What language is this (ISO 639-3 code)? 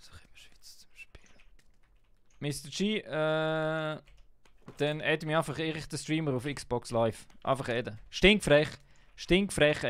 gsw